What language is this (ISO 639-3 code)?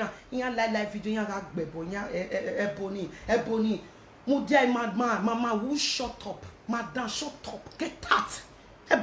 pcm